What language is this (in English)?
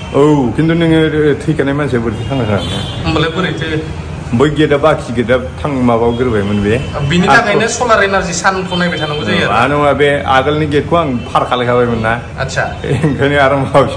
Bodo